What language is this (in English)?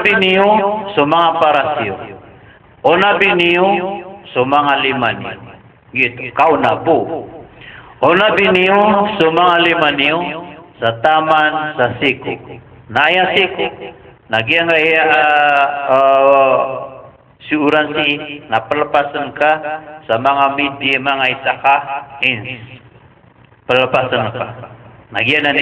Maranao